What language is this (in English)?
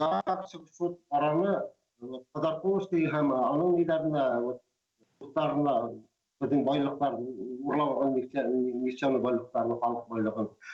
Bashkir